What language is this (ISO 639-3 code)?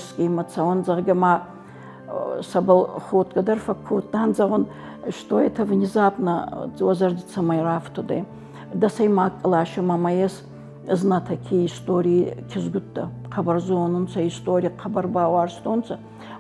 oss